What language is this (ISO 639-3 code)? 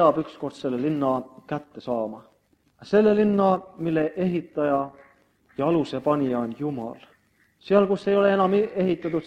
est